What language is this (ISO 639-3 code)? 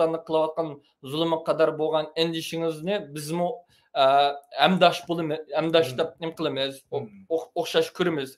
uig